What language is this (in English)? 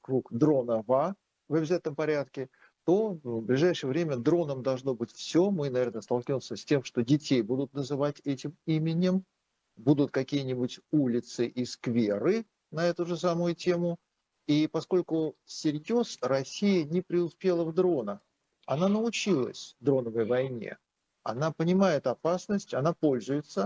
Russian